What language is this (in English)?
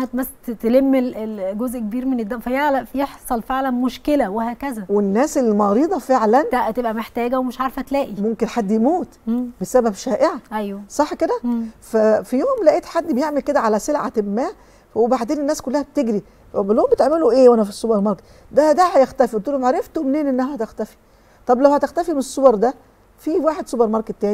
Egyptian Arabic